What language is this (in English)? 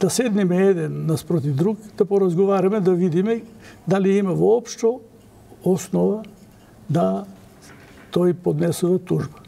Macedonian